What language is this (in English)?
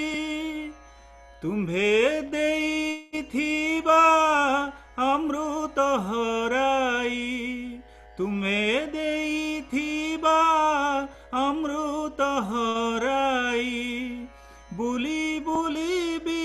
Odia